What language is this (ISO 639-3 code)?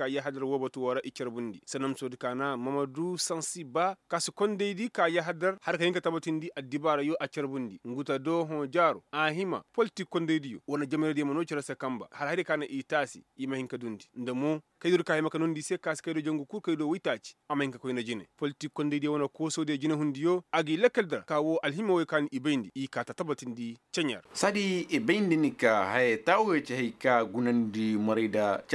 ses